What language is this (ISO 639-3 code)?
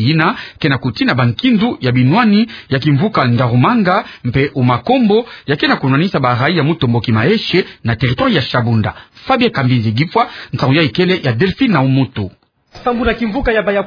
ktu